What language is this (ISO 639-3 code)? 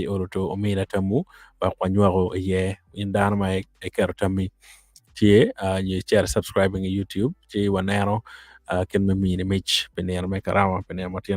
ach